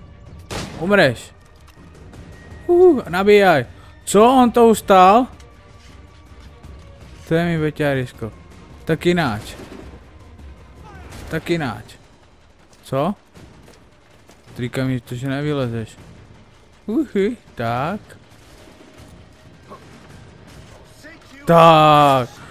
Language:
Czech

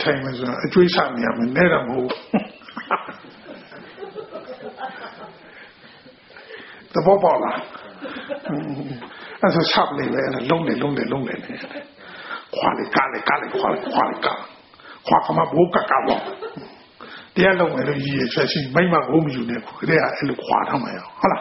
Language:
Burmese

